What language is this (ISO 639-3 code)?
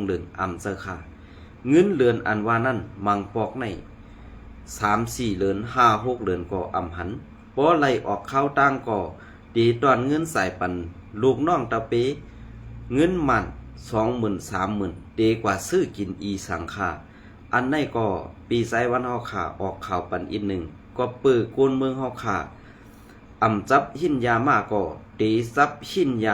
shn